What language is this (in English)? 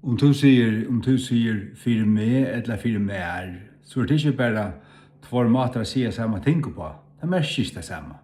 Faroese